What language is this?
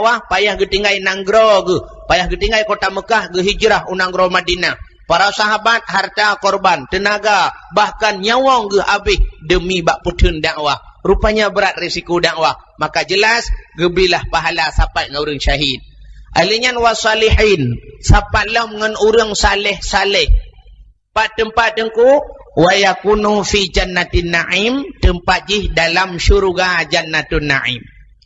Achinese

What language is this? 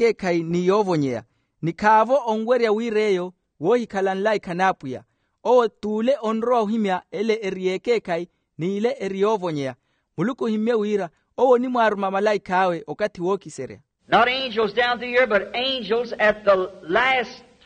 Makhuwa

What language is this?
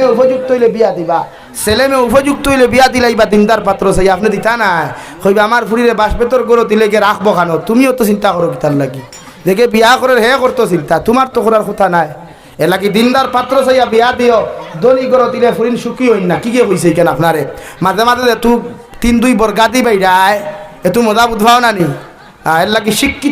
Sylheti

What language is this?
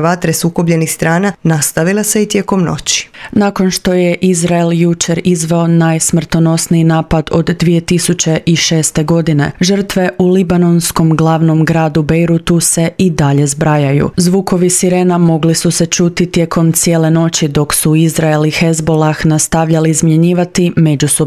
Croatian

